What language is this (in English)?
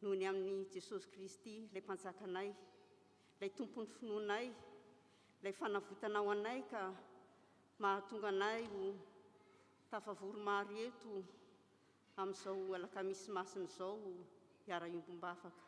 Malagasy